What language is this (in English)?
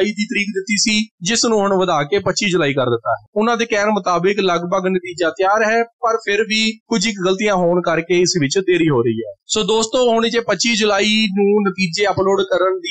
Punjabi